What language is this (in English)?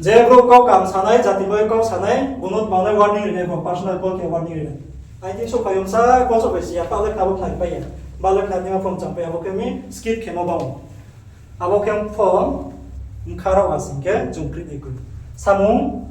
Riang (India)